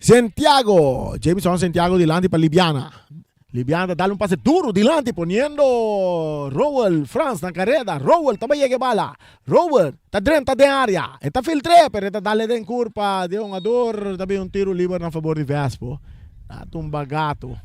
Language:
Papiamento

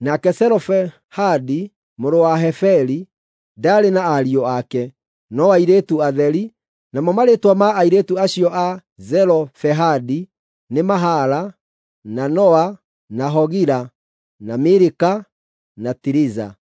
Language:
Kikuyu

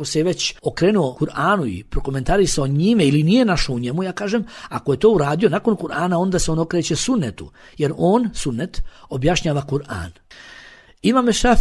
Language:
Bosnian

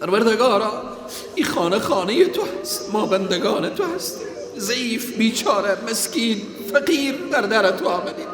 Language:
Persian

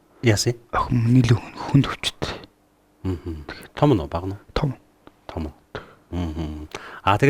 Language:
Mongolian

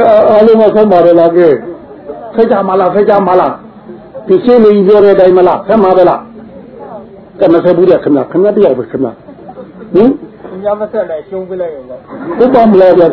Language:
Burmese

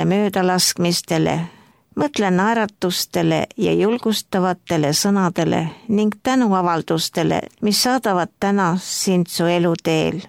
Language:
Estonian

